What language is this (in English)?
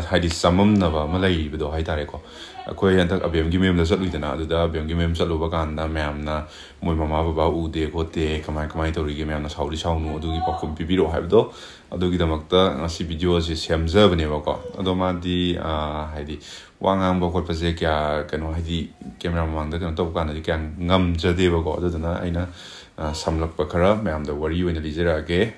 Manipuri